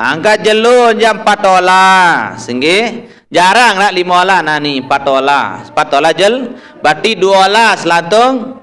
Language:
Sasak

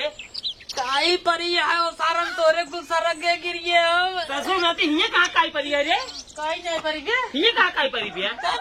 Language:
Awadhi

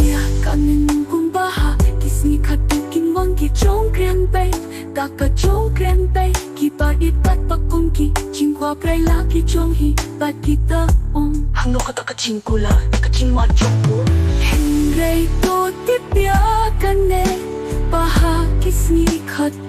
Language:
Khasi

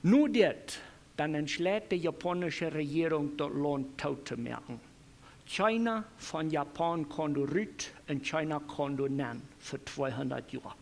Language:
Plautdietsch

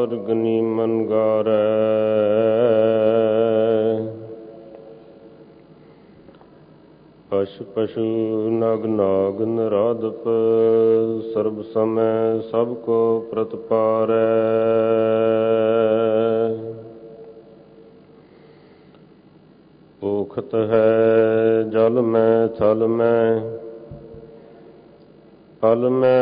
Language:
Punjabi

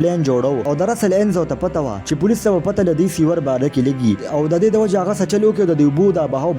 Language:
Pashto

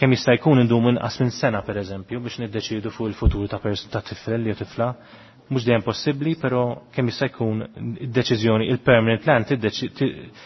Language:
Maltese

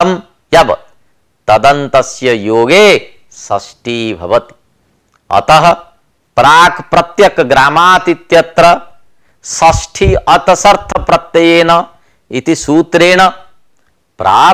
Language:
Sanskrit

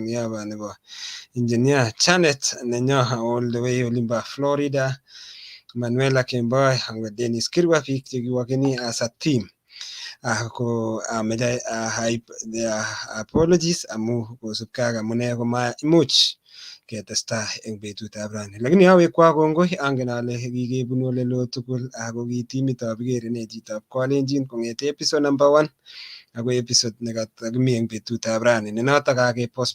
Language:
Kalenjin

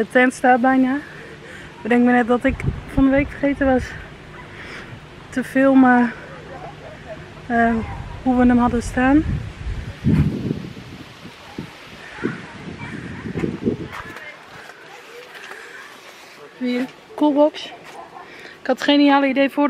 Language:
Dutch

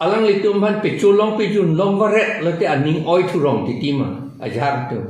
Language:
Karbi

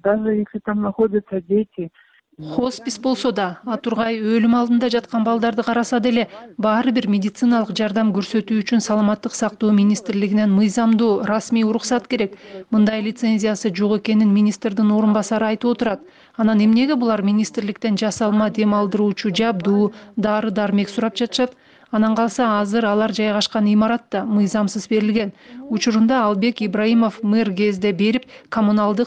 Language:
Kyrgyz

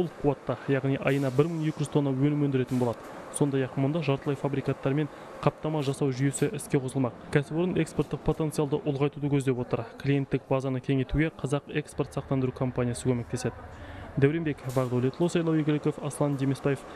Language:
Kazakh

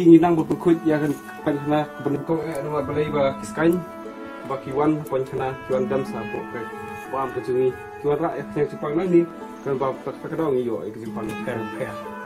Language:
Khasi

